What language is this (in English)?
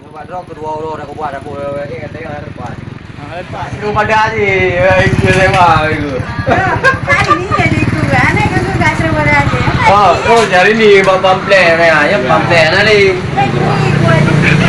Achinese